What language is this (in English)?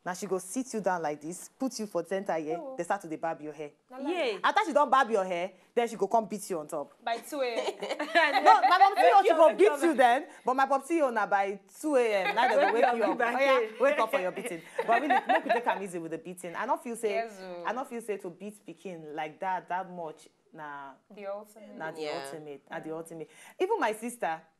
Nigerian Pidgin